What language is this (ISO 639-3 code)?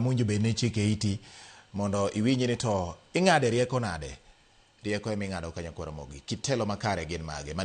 luo